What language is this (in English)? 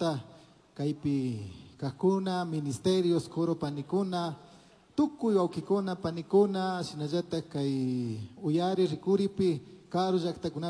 Chimborazo Highland Quichua